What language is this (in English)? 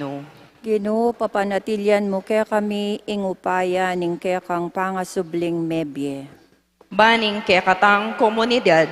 Pampanga